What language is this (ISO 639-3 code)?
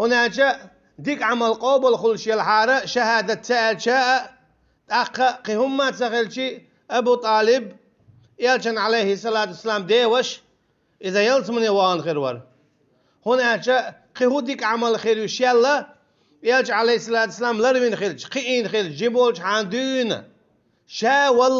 che